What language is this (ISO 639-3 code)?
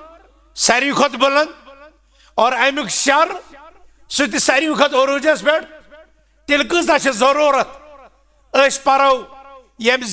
kas